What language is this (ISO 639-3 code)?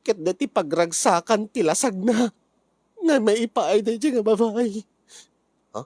ilo